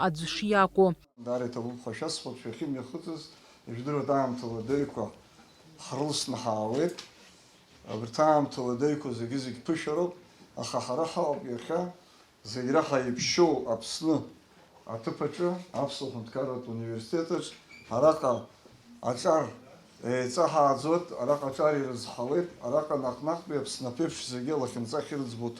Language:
Abkhazian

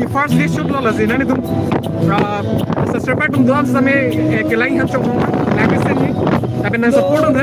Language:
Karbi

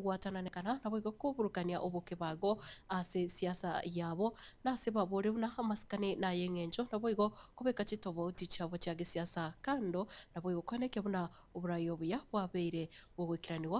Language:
Gusii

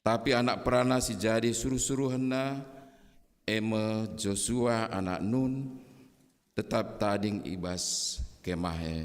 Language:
Batak Karo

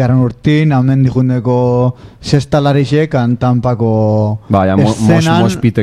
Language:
Basque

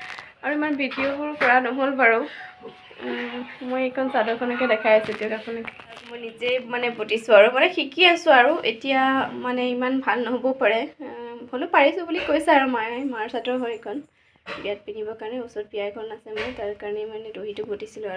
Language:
Assamese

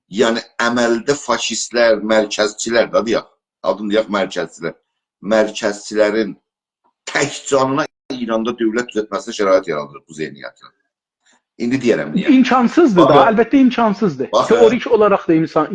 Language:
South Azerbaijani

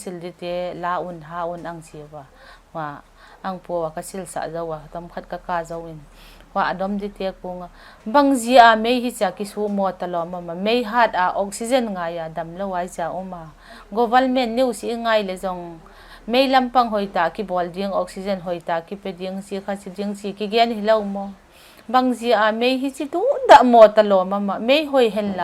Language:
Paite Chin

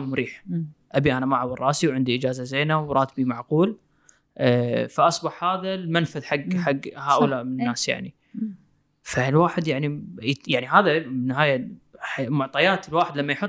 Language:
Gulf Arabic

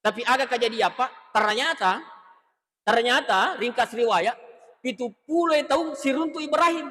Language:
Buginese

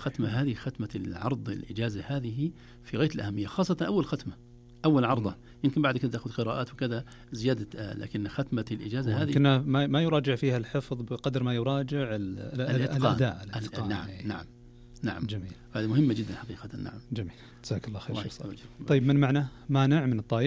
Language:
Najdi Arabic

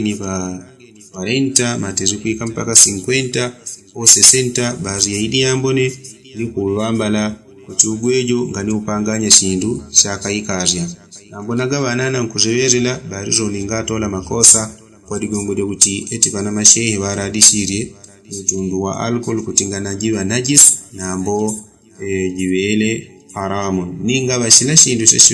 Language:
Yao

